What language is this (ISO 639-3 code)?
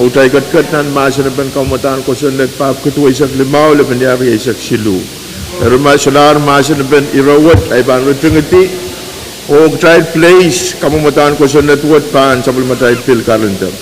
pon